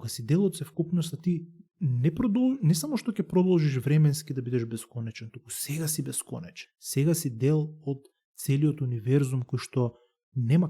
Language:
Macedonian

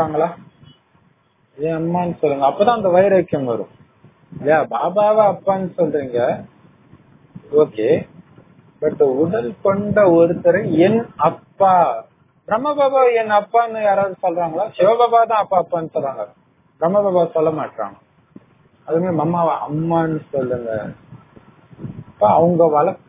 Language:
Tamil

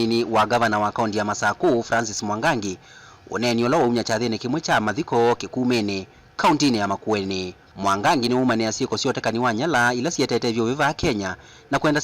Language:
Kamba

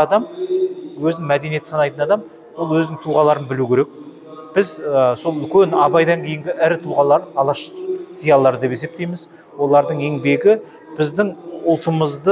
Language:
Kazakh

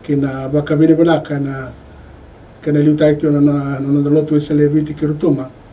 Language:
Fijian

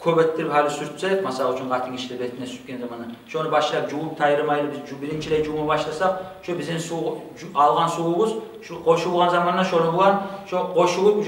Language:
Kumyk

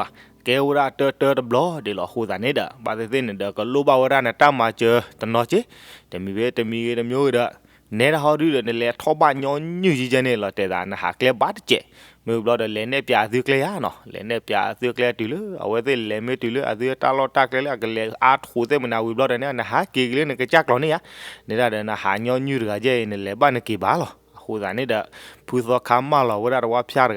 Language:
S'gaw Karen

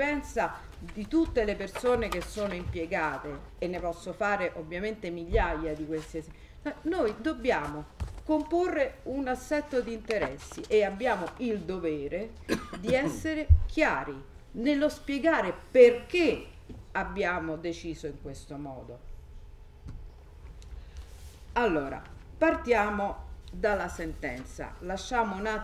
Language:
Italian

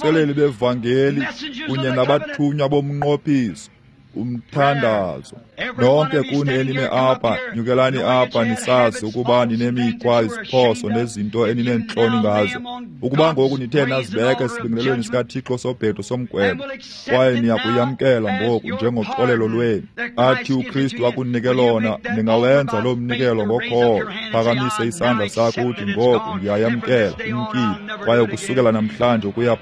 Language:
Xhosa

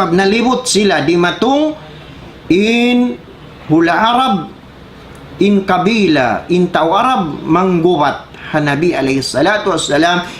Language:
Tausug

